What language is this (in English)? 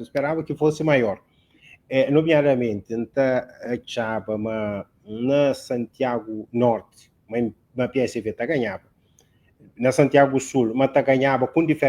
Kabuverdianu